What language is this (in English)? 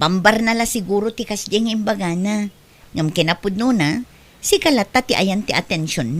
Iloko